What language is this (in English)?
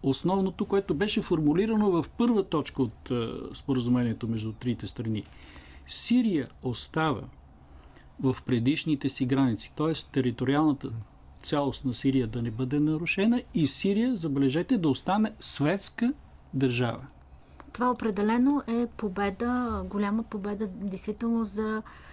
Bulgarian